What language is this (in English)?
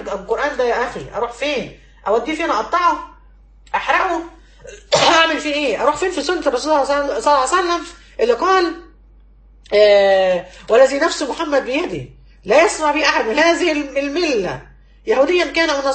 Egyptian Arabic